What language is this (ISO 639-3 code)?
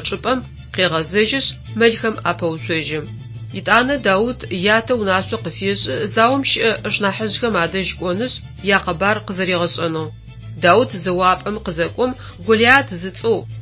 ady